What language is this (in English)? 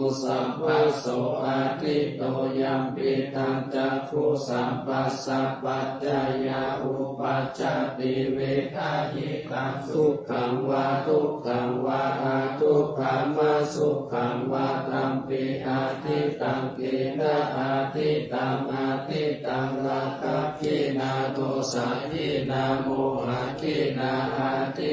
Pali